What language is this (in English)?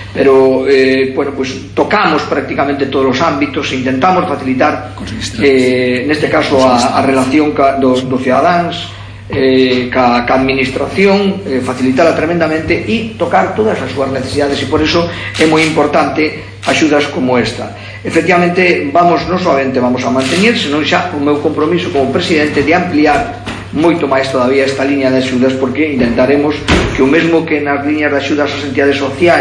Galician